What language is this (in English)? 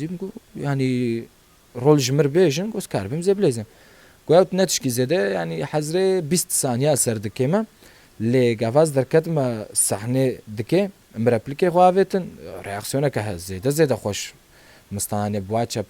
Kurdish